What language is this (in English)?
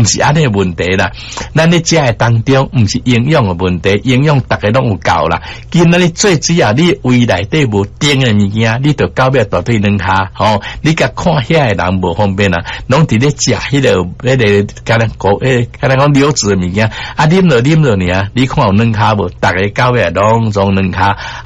Min Nan Chinese